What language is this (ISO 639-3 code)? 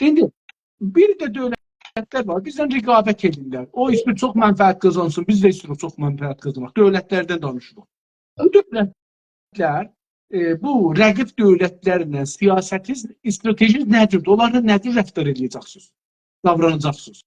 azb